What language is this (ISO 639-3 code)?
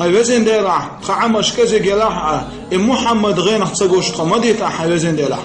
che